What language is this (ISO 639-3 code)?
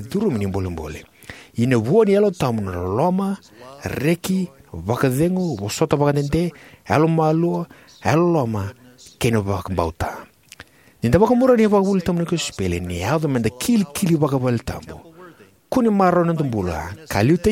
fij